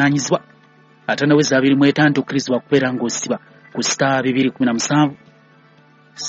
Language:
Ganda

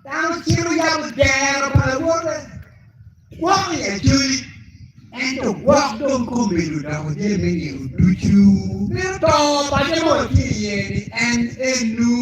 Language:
Acoli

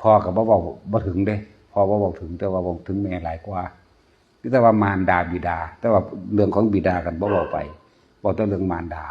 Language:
Northeastern Thai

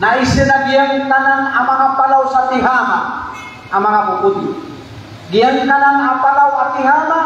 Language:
Maranao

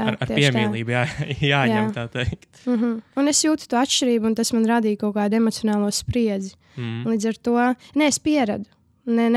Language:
Latvian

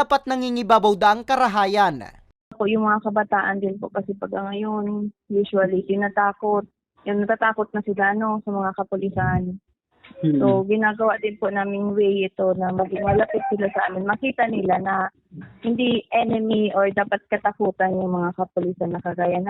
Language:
Bikol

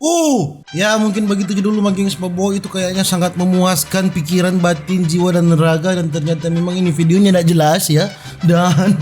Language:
Manado Malay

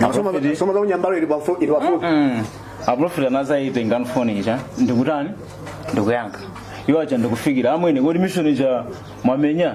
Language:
Nyanja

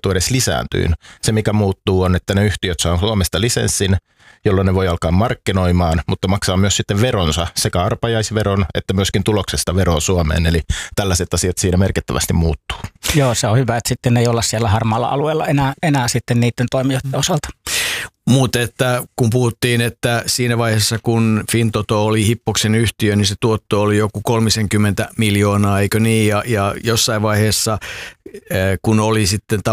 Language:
Finnish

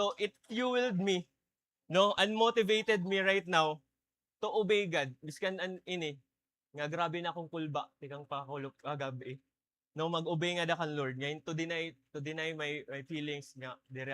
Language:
Waray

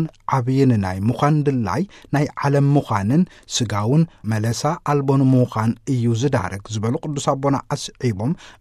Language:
Tigrinya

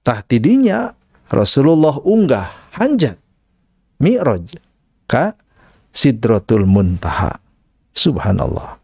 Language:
Sundanese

